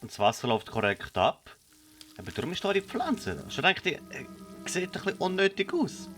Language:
Swiss German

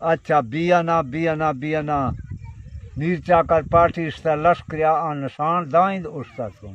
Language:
Baluchi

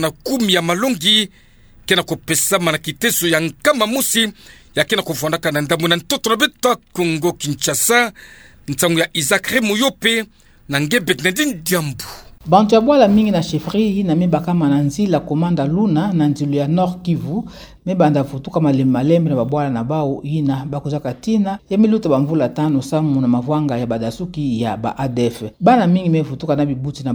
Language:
Kituba (Democratic Republic of Congo)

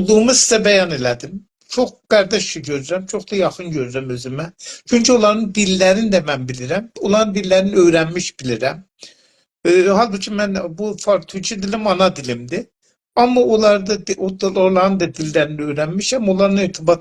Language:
South Azerbaijani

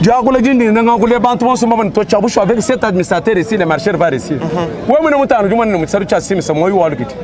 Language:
Luba-Lulua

